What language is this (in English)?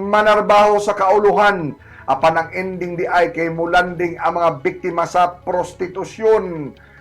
Cebuano